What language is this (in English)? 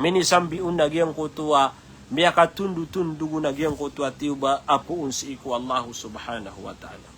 Maranao